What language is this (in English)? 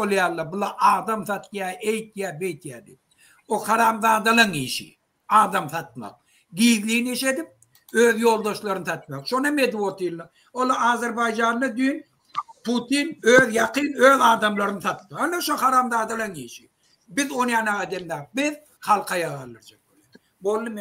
Turkmen